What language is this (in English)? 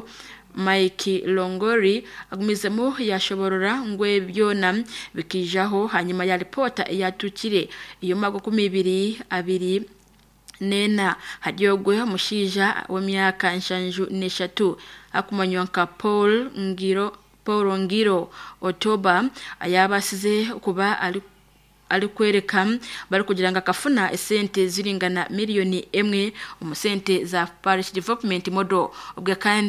Nyankole